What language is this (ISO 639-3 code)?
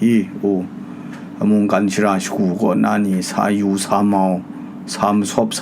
kac